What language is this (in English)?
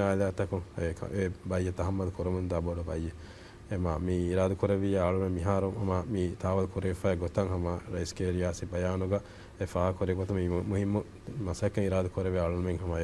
Divehi